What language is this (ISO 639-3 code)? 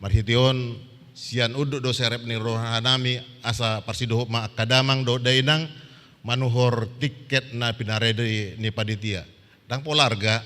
bbc